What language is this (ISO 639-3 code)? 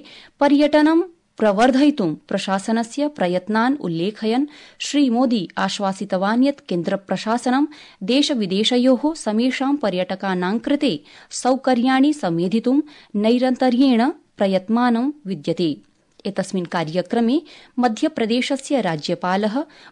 san